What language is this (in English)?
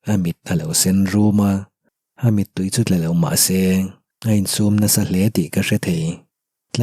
Mizo